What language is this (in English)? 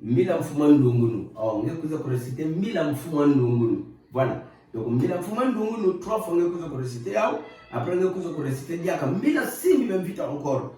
Kituba (Democratic Republic of Congo)